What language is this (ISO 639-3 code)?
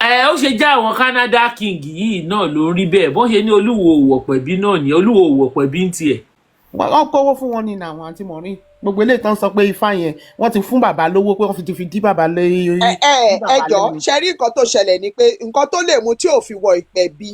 yor